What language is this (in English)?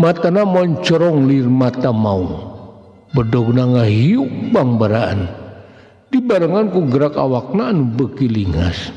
Sundanese